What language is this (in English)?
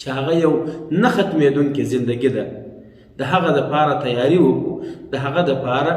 Pashto